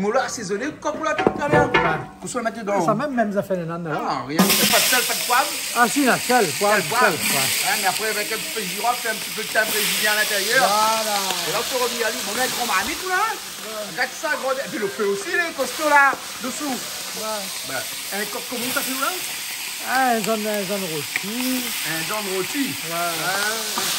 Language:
Réunion Creole French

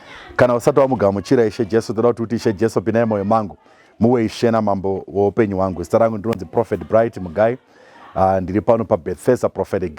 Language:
Shona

